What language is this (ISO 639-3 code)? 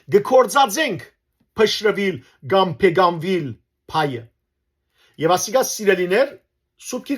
hyw